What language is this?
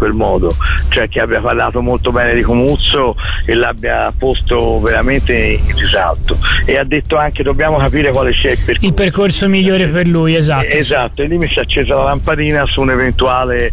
Italian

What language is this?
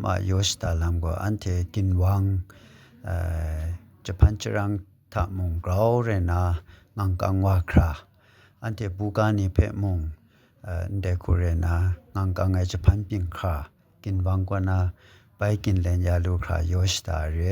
Kachin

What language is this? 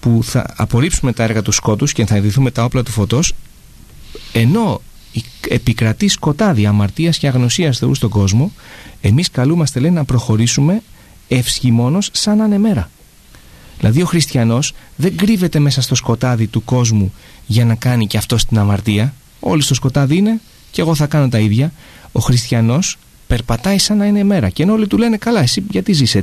Greek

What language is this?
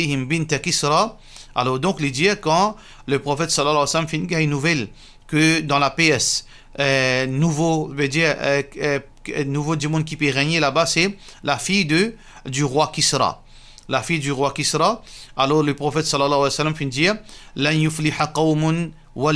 Morisyen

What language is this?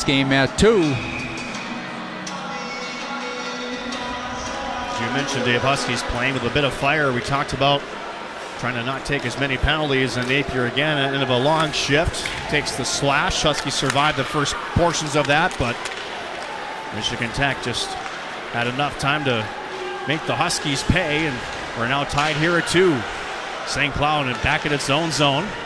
English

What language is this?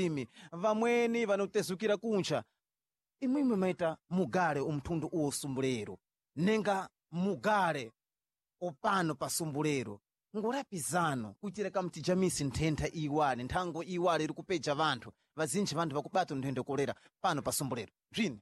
Sena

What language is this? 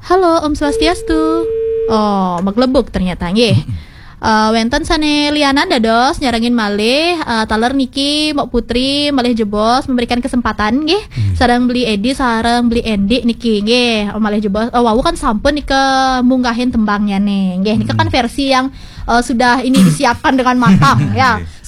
Balinese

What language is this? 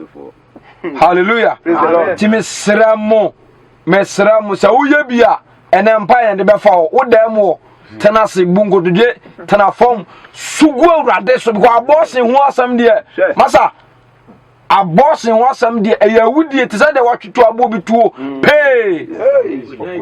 Akan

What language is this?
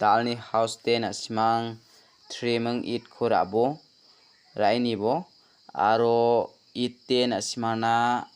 Garo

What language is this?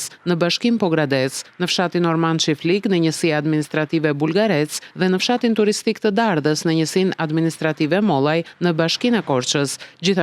Albanian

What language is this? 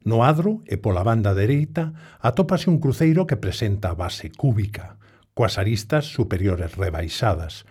Galician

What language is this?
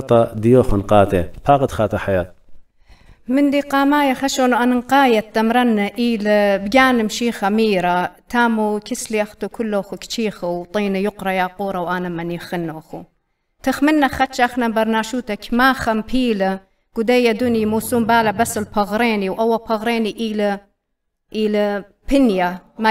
Assyrian Neo-Aramaic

